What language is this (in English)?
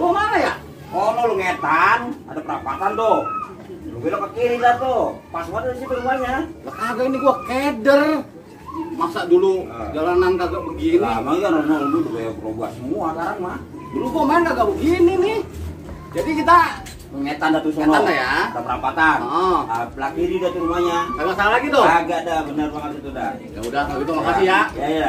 Betawi